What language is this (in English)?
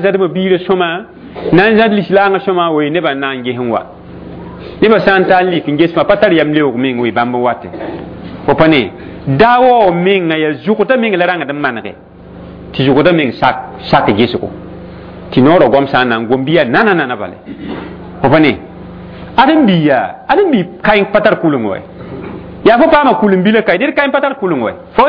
Mossi